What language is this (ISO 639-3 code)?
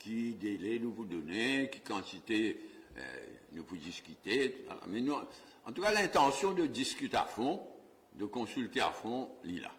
mfe